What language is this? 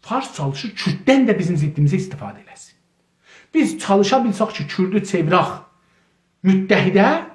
South Azerbaijani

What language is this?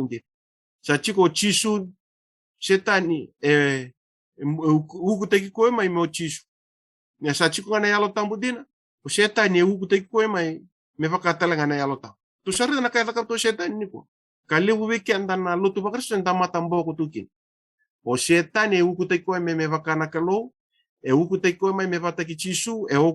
Fijian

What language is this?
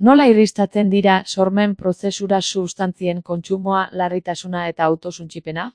Basque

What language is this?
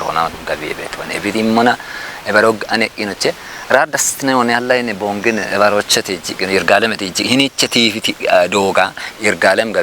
Kafa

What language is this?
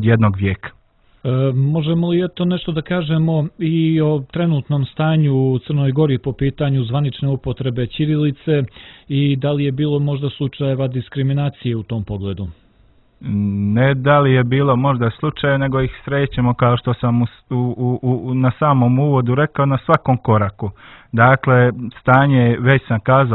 Serbian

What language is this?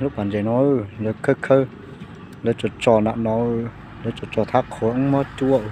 Hmong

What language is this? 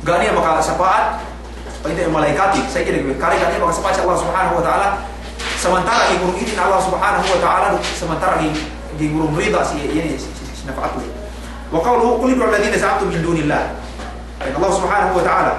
Yakan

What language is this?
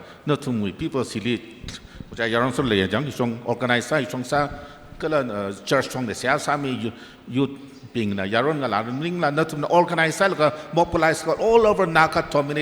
Tangkhul Naga (India)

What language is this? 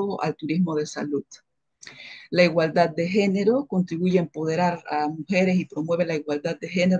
Spanish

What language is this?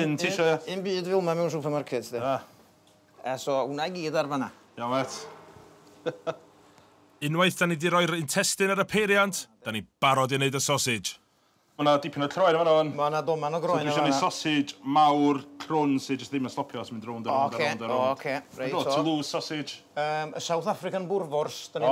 Welsh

